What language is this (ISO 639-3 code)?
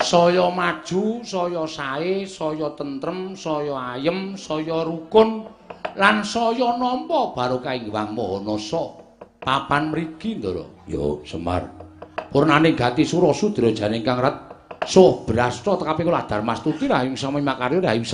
jav